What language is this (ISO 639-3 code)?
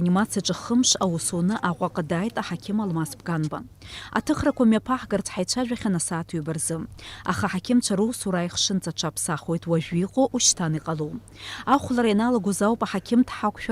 abk